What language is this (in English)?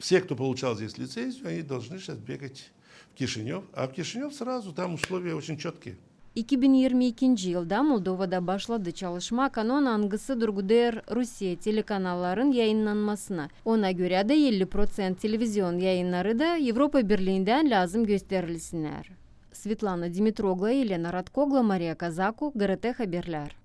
Gagauz